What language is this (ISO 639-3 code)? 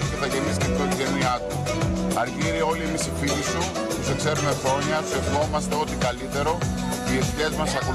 ell